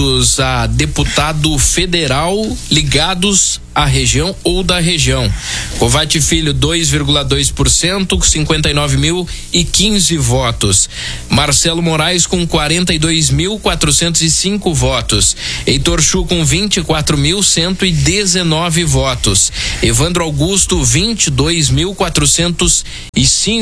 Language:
Portuguese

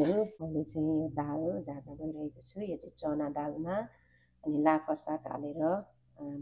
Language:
Nepali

